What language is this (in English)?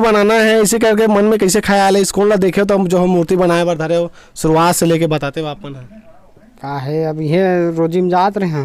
Chhattisgarhi